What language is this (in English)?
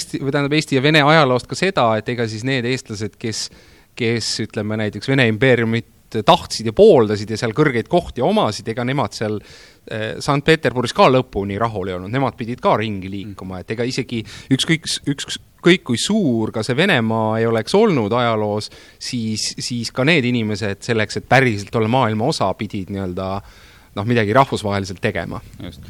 Estonian